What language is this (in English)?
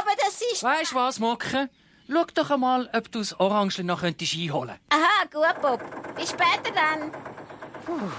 Swiss German